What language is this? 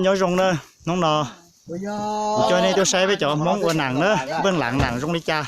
Hmong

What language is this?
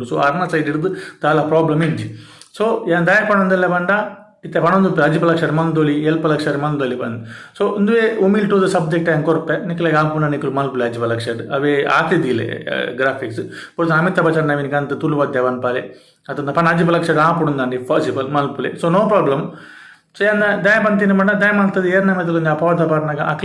Tulu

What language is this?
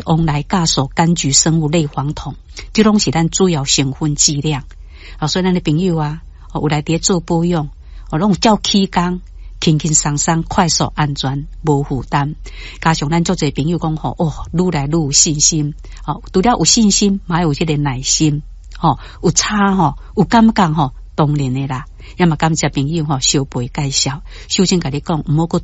Min Nan Chinese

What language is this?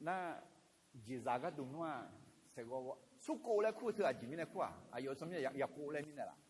Akha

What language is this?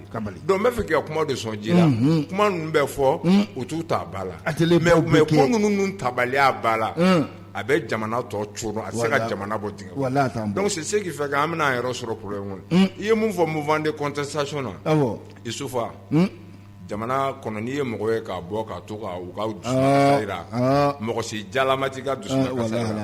Bambara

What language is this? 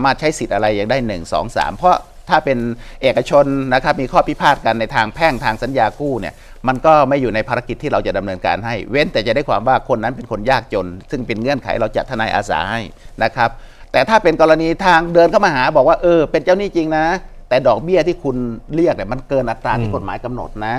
Thai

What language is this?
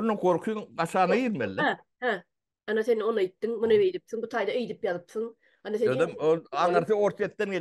Turkmen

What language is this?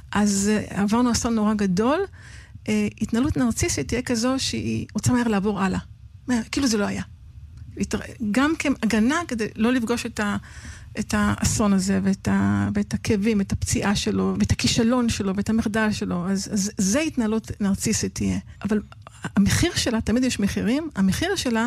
Hebrew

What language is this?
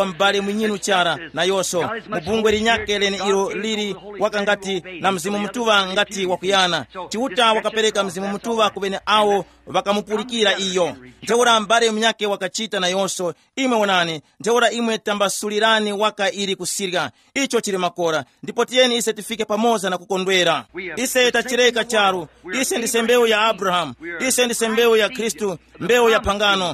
Tumbuka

